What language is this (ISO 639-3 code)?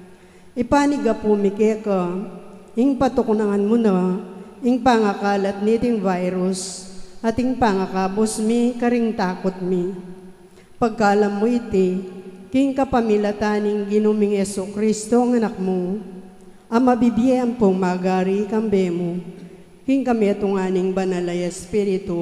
pam